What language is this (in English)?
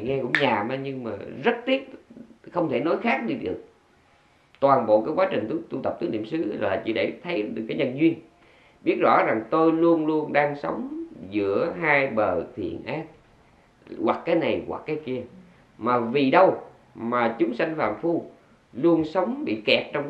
Vietnamese